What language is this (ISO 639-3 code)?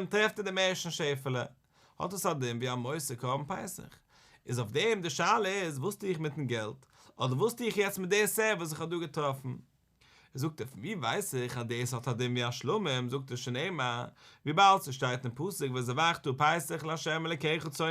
yid